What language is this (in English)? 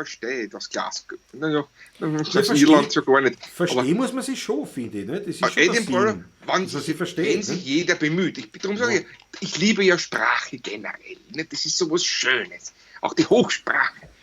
Bavarian